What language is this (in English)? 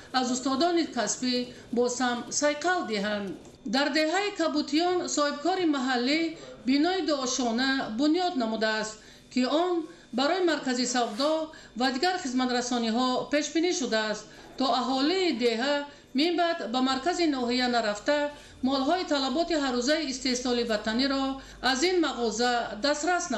Tajik